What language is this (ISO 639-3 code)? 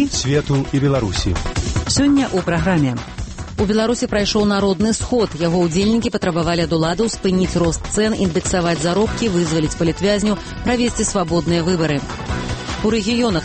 bel